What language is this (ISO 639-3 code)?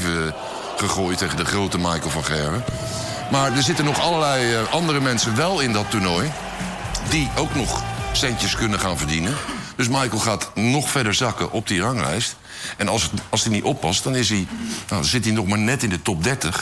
nld